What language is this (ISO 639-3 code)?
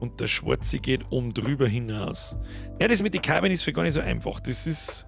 bar